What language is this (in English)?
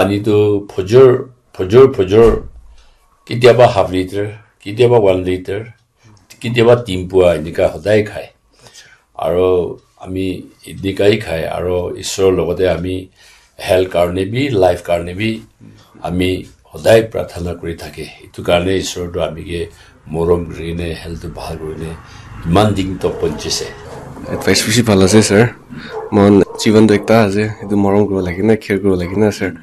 Naga Pidgin